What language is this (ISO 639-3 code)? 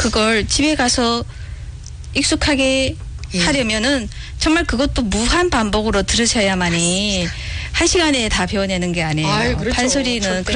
kor